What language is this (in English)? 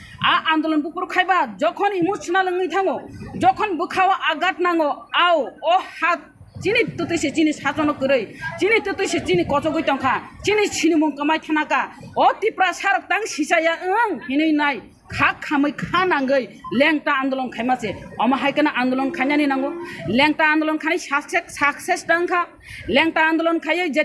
Kok Borok